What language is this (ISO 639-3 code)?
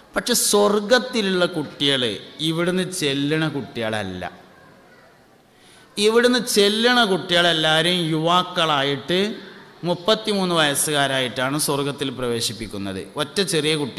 mal